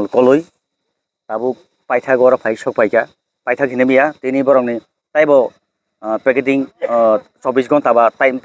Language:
Kok Borok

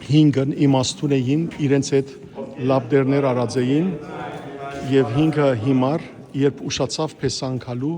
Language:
Western Armenian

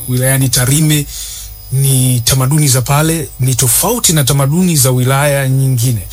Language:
Swahili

